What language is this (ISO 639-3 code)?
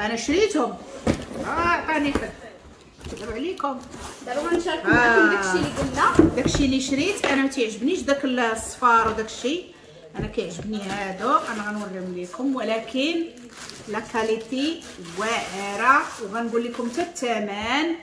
ary